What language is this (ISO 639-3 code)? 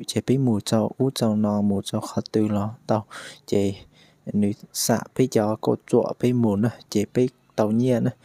hmn